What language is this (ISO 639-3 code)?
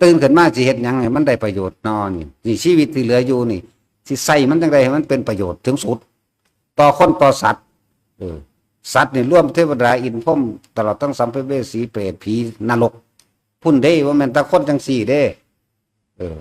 tts